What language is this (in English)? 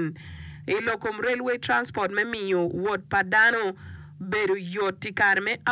Acoli